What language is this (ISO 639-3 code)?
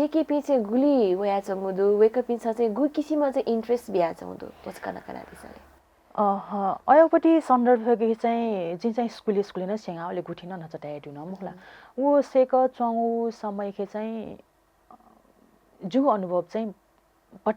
new